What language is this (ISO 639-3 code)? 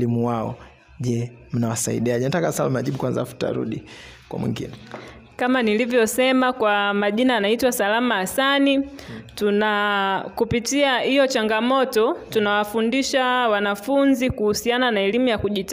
swa